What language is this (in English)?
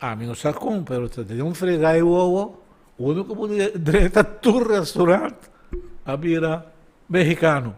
Papiamento